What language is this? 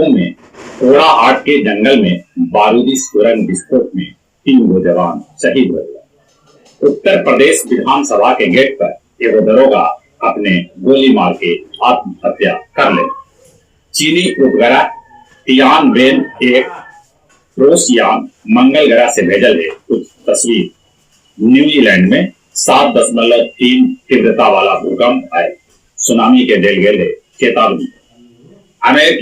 Magahi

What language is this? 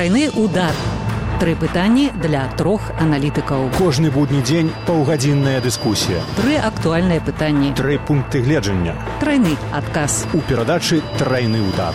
Belarusian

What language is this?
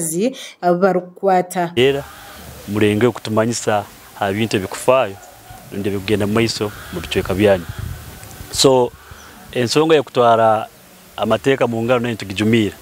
Nyankole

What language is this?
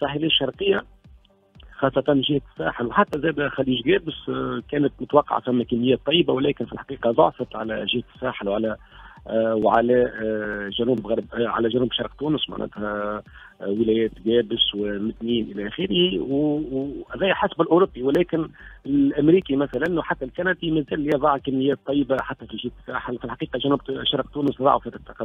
Tunisian Arabic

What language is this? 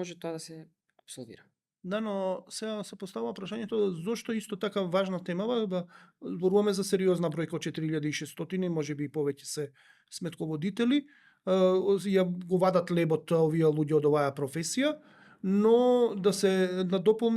Macedonian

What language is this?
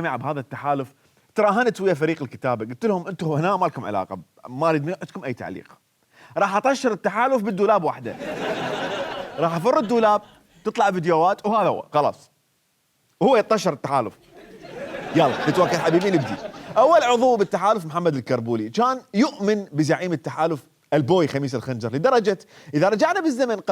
Mesopotamian Arabic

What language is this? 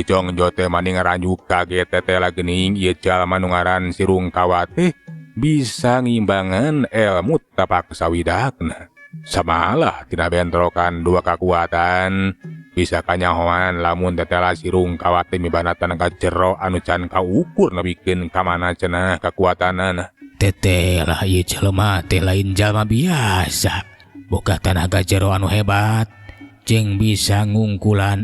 Sundanese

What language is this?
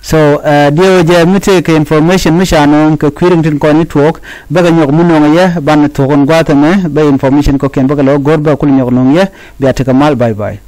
Nuer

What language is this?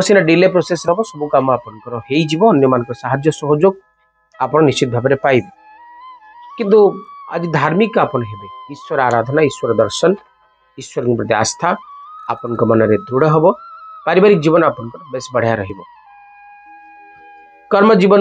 Odia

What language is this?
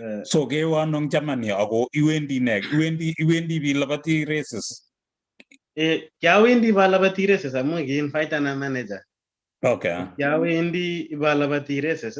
Kalenjin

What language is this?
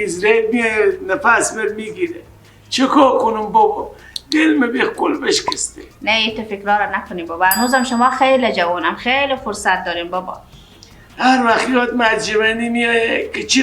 Persian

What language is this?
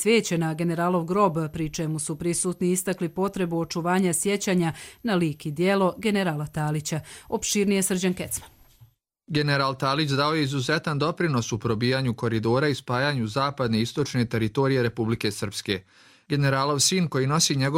Croatian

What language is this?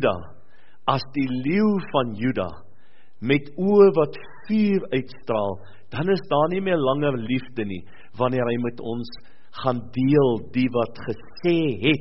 Afrikaans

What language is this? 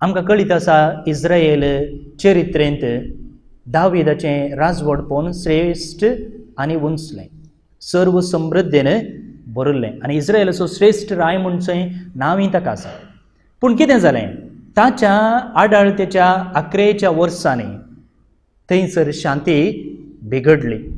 Konkani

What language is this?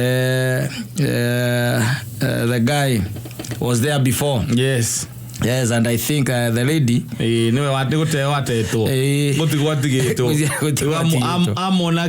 Kikuyu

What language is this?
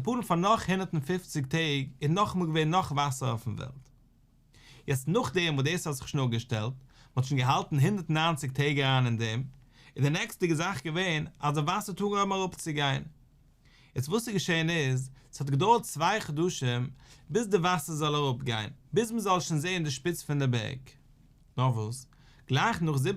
Yiddish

